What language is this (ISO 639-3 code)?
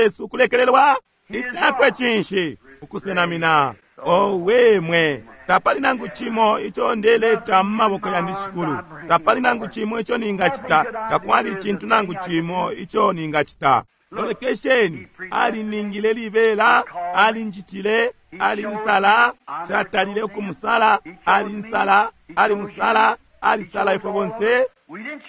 bem